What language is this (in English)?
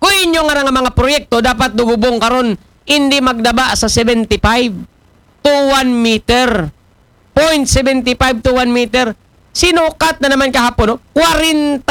Aklanon